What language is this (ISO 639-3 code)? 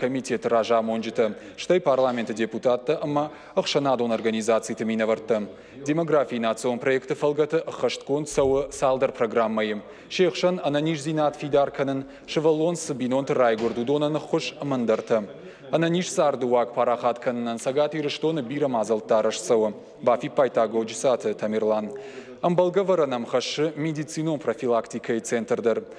oss